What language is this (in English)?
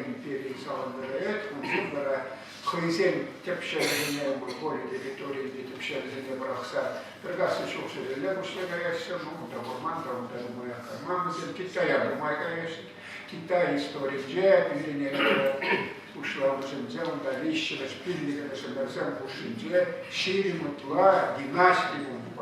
Chuvash